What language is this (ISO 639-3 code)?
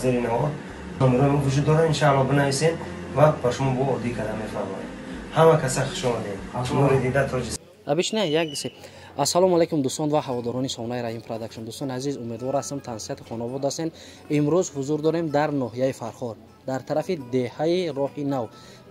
tgk